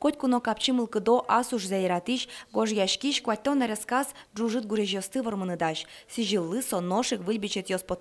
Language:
Udmurt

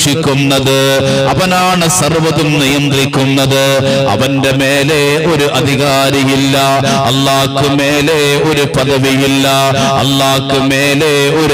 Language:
Malayalam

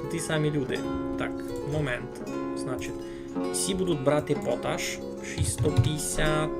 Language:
Rusyn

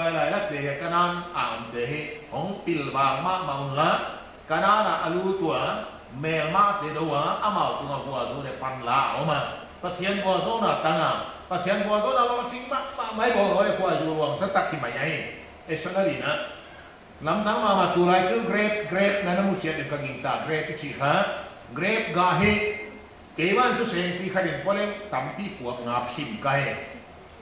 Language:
Paite Chin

